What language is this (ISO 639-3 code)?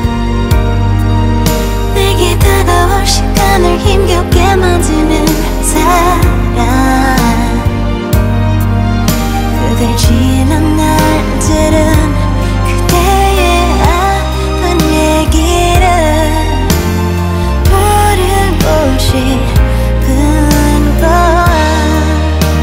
kor